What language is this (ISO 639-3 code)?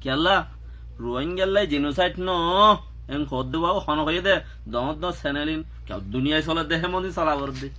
rhg